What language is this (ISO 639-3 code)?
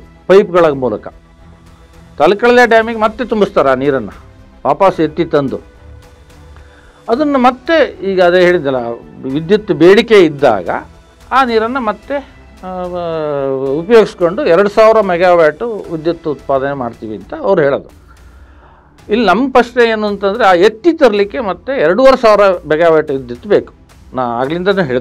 kan